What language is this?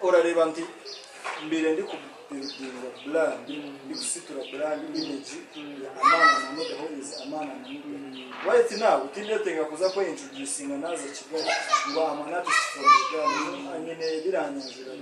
Nyankole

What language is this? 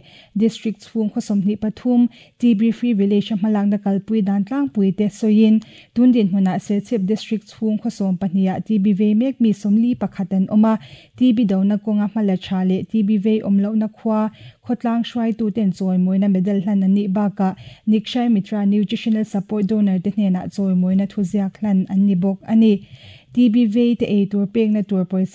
Mizo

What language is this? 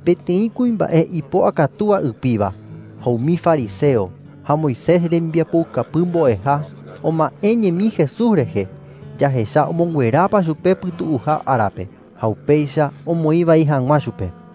Guarani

